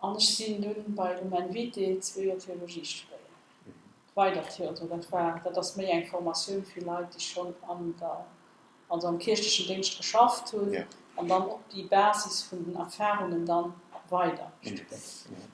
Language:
Luxembourgish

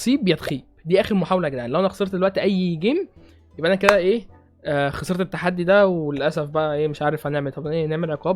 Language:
Egyptian Arabic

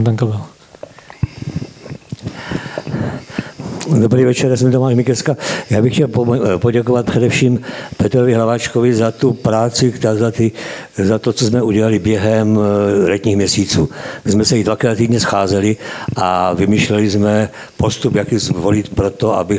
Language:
Czech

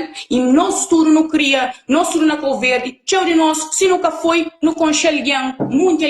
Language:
Kabuverdianu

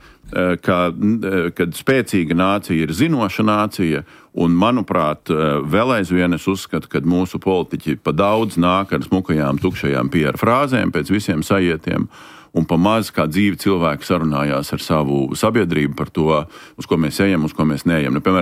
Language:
Latvian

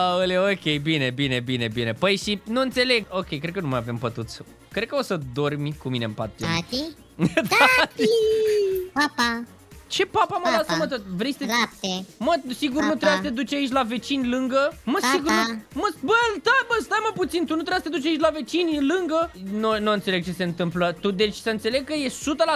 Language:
Romanian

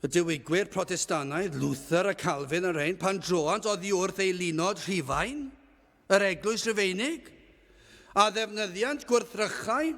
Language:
Welsh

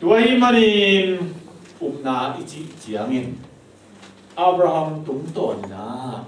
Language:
Tedim Chin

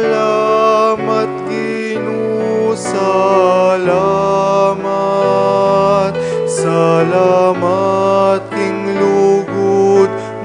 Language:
Pampanga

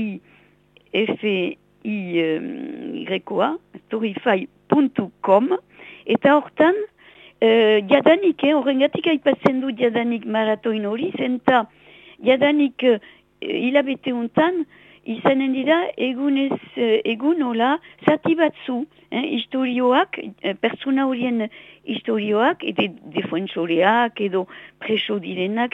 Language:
Basque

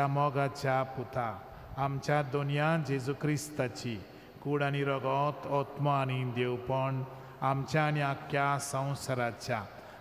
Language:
Konkani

